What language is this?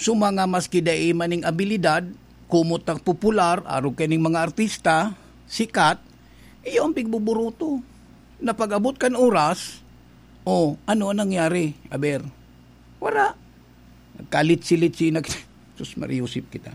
Bikol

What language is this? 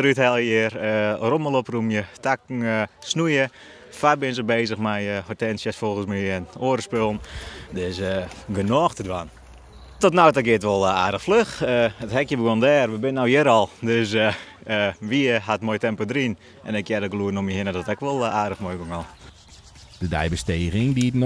Western Frisian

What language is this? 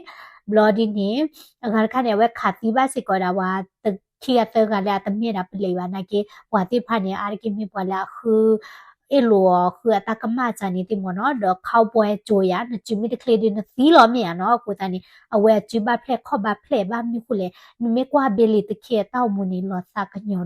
S'gaw Karen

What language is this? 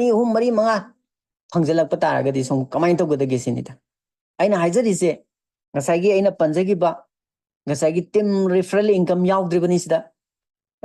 Manipuri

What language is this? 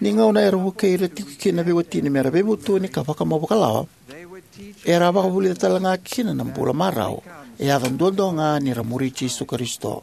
Fijian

